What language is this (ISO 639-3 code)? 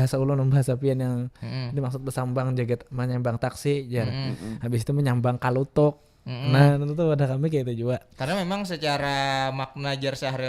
bjn